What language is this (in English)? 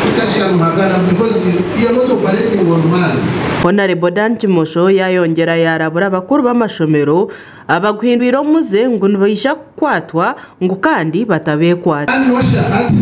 Nyankole